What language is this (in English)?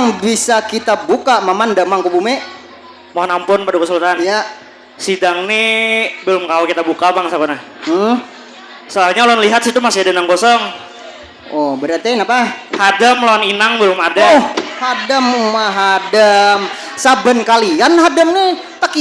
Banjar